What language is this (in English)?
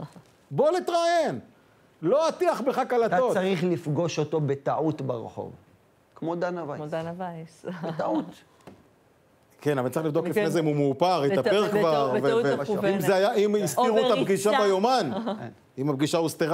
Hebrew